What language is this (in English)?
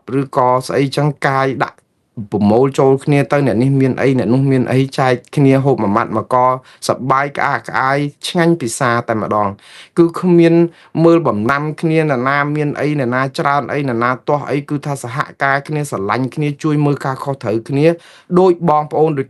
Khmer